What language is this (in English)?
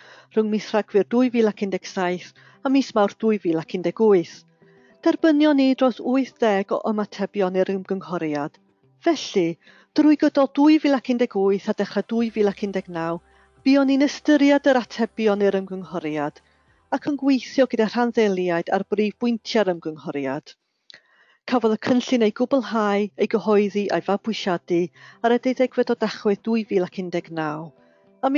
Welsh